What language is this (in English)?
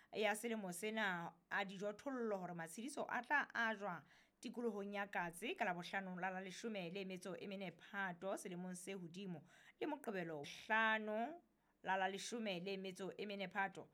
Southern Sotho